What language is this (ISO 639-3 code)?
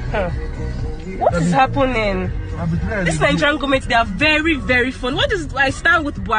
pcm